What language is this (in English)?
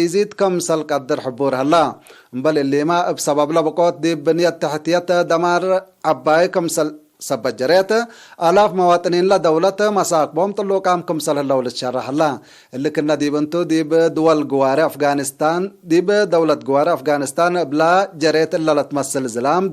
Tigre